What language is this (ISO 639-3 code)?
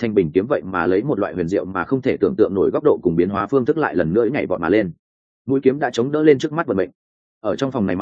vie